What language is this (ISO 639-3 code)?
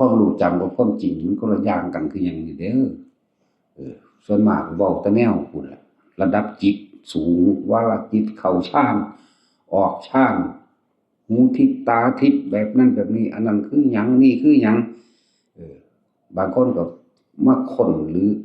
tts